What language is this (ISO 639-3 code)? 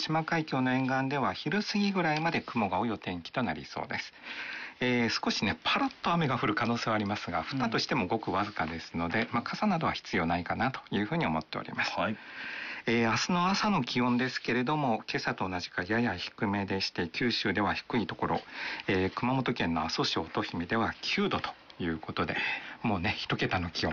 jpn